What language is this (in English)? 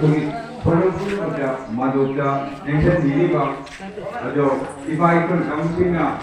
Manipuri